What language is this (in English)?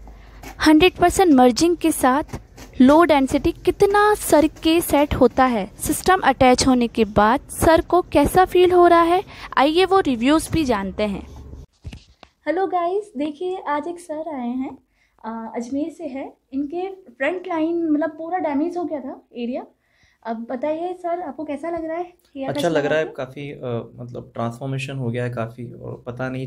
Hindi